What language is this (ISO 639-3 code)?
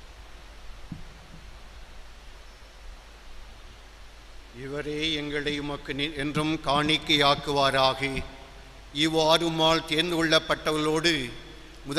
tam